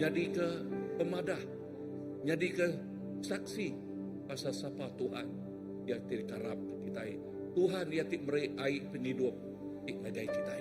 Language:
Iban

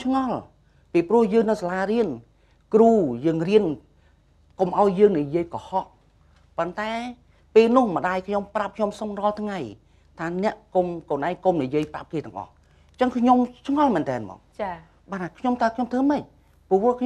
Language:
Khmer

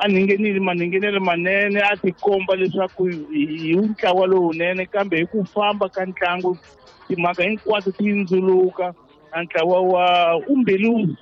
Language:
Tsonga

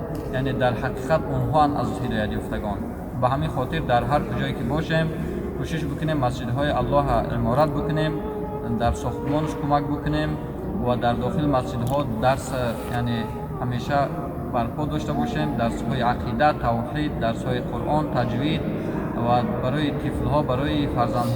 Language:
Tajik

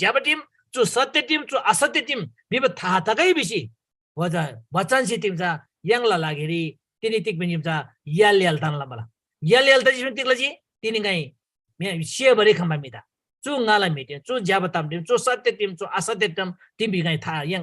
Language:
Eastern Tamang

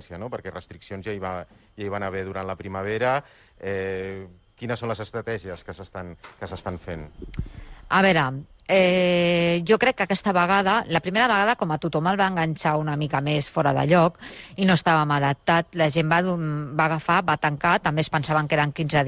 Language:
Catalan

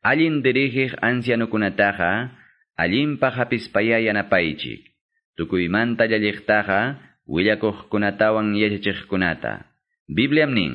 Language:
Quechua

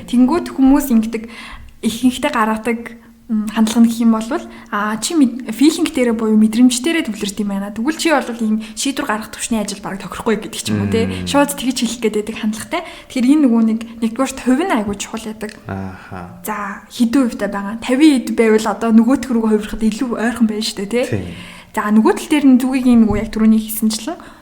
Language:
Mongolian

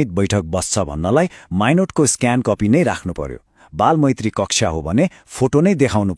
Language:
Nepali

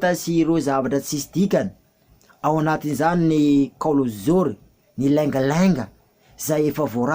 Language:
Malagasy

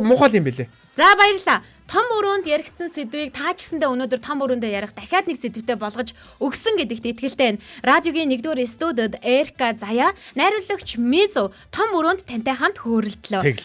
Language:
Mongolian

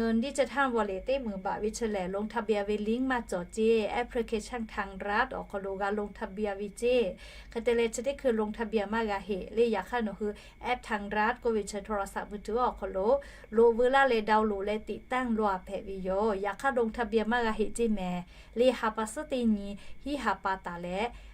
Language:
Lahu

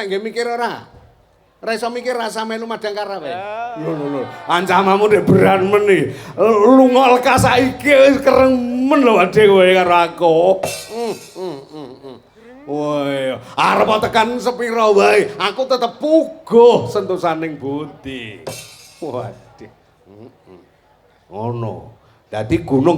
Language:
Javanese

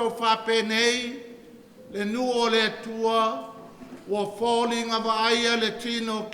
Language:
Samoan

